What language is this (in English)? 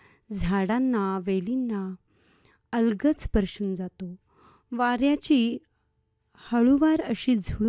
Marathi